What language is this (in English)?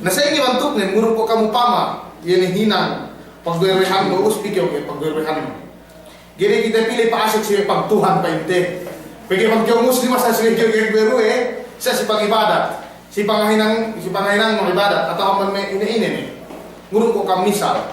Yakan